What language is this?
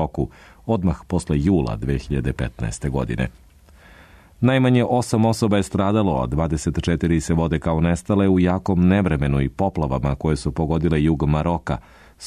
Serbian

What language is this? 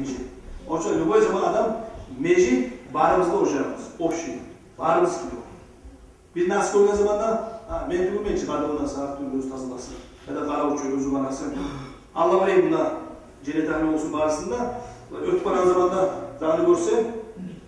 Kumyk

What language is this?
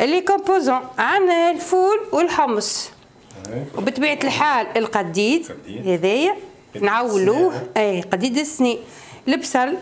Tunisian Arabic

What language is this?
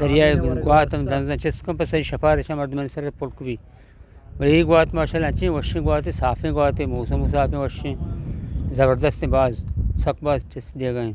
Eastern Balochi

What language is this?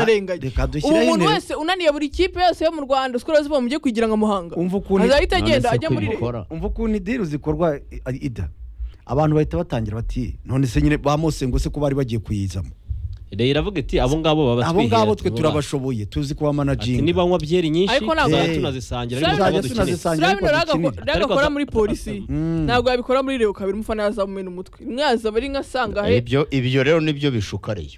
Kinyarwanda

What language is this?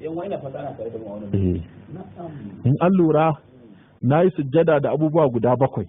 Hausa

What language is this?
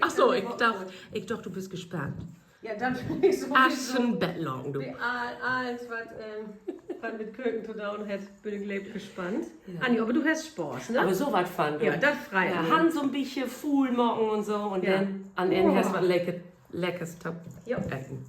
Low German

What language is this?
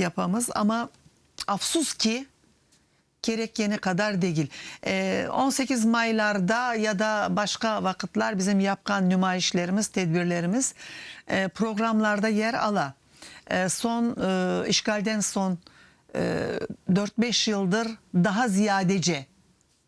Crimean Tatar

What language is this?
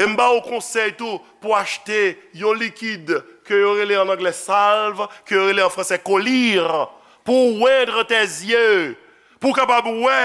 Haitian Creole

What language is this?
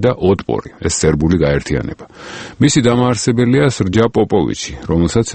Georgian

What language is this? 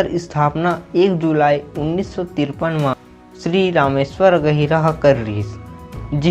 Chhattisgarhi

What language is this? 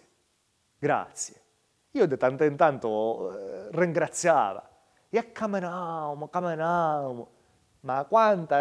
Sicilian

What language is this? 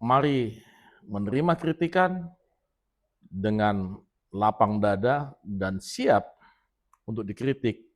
Batak Toba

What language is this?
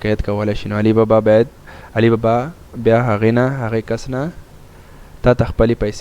Pashto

